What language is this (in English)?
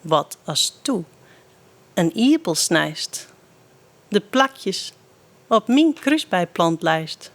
Western Frisian